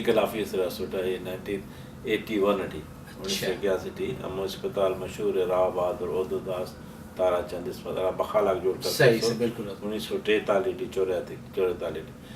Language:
Brahui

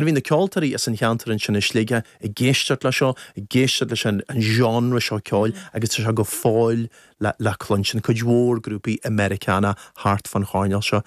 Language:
Irish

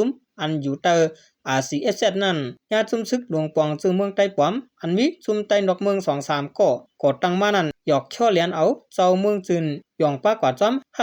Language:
Shan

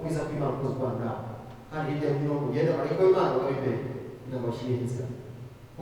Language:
Kinyarwanda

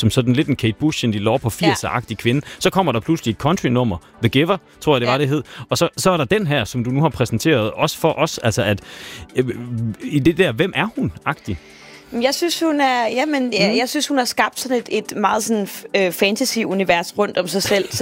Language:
Danish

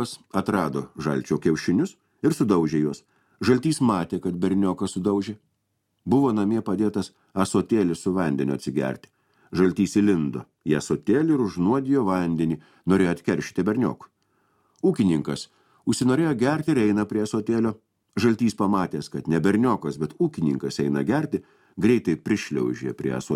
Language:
Lithuanian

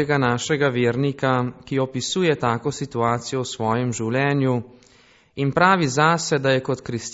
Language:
Slovenian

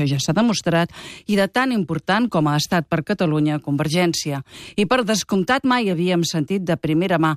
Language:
Catalan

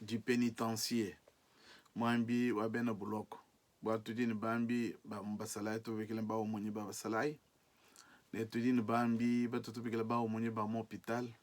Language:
Luba-Lulua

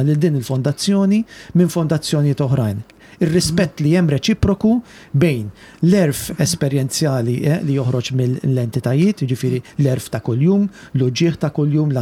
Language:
Maltese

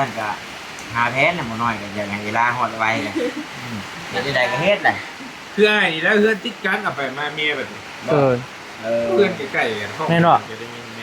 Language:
Northeastern Thai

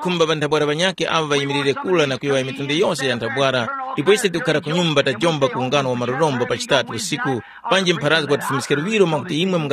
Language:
Tumbuka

